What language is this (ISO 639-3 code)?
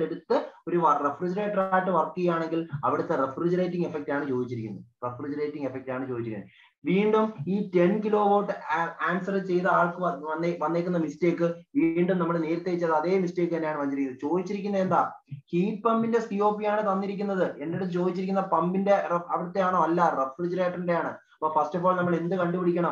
mal